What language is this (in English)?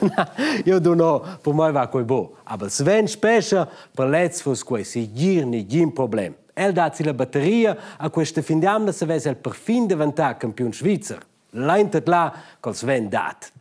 Romansh